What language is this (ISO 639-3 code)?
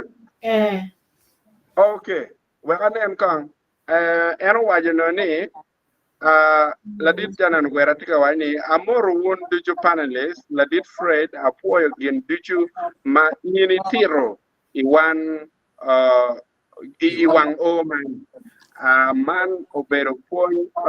ach